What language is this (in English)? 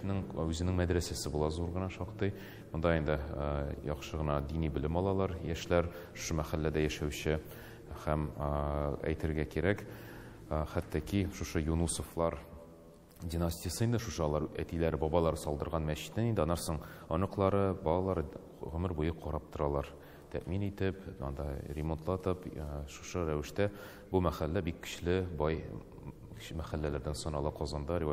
Tatar